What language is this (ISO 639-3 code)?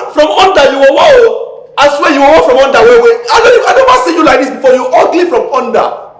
pcm